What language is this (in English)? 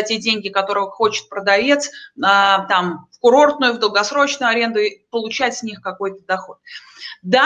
Russian